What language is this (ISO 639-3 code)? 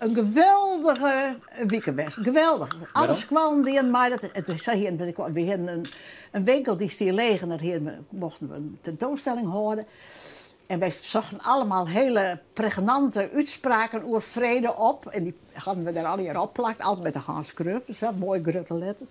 fry